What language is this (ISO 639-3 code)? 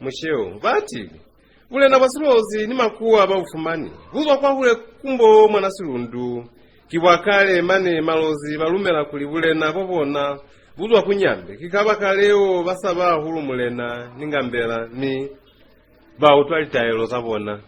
loz